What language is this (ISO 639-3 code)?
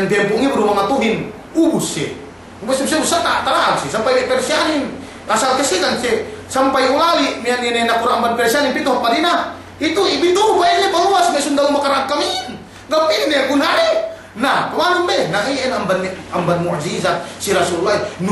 yka